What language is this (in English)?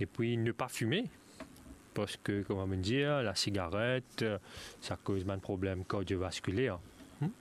Morisyen